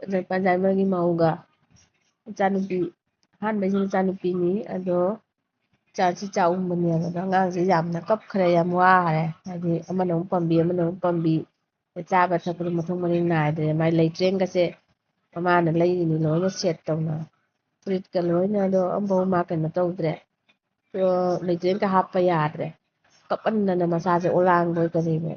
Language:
Manipuri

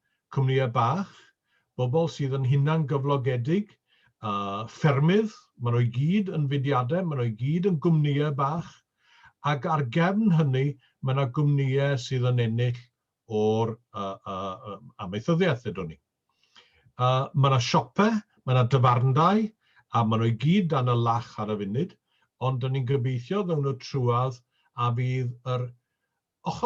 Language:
Welsh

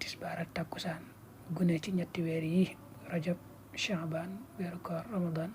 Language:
Wolof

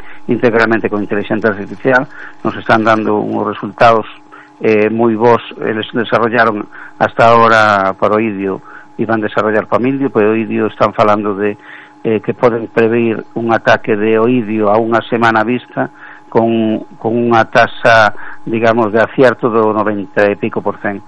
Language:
Galician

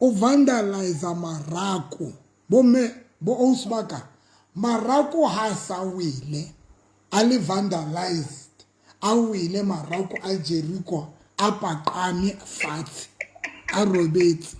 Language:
Southern Sotho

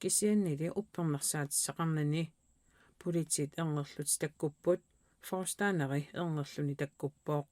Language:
Kalaallisut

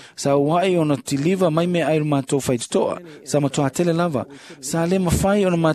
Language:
Samoan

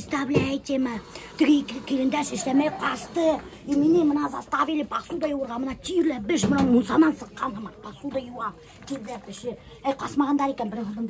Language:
Bashkir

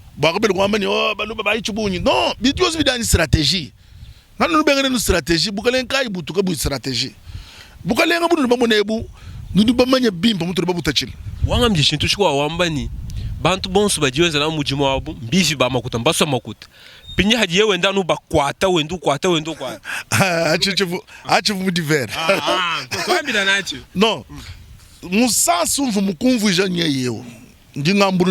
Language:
Luba-Lulua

